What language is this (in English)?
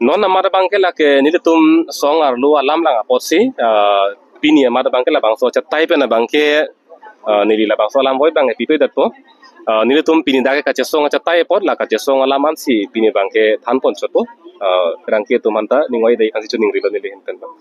Karbi